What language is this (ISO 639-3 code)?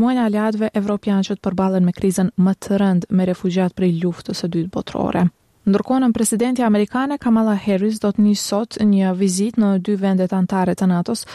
sqi